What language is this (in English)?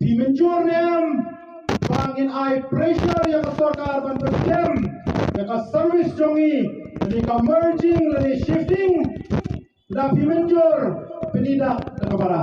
Khasi